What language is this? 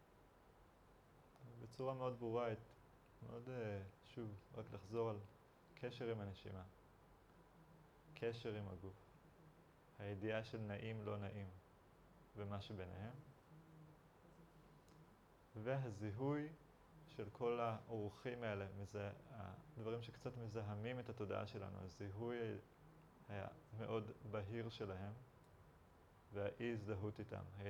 Hebrew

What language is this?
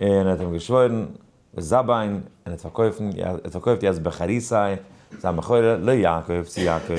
Yiddish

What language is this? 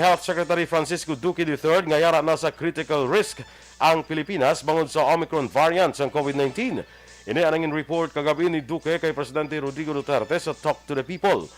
Hiligaynon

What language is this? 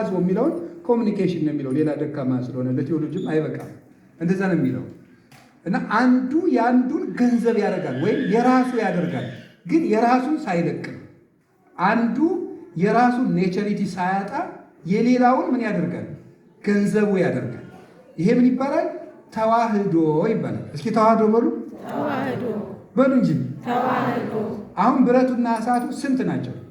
Amharic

